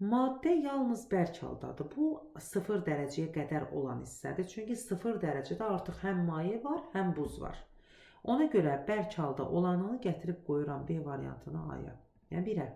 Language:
Azerbaijani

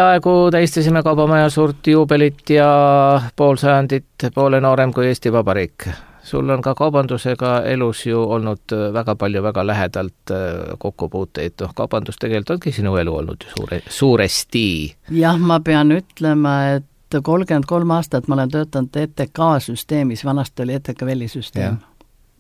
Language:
Estonian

